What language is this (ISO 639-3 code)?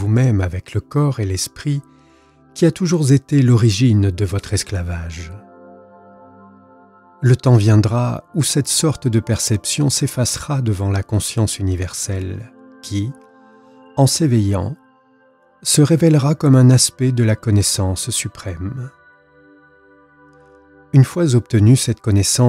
fra